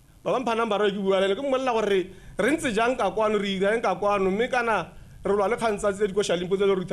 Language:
Tswana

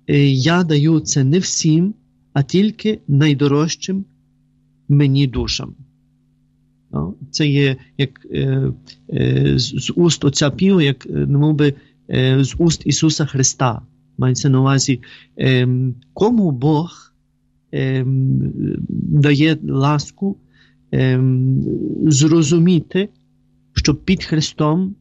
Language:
Ukrainian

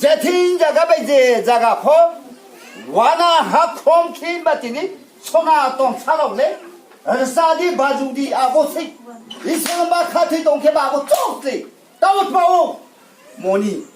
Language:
Riang (India)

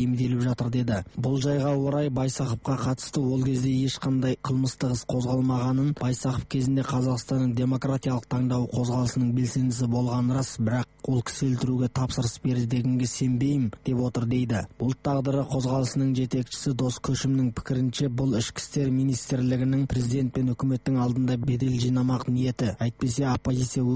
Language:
Kazakh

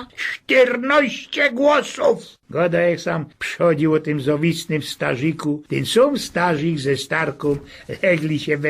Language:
Silesian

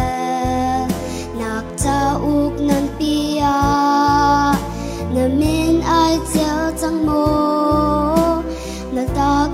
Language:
Hakha Chin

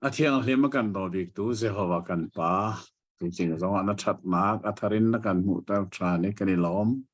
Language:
Hakha Chin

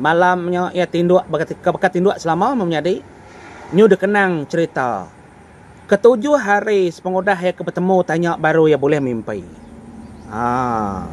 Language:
Iban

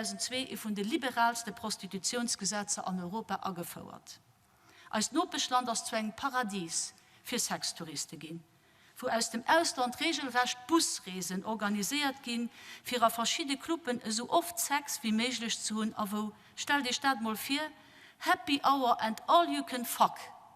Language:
Luxembourgish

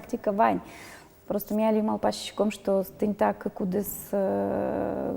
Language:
Udmurt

